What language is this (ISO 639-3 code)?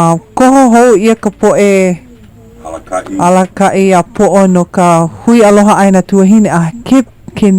haw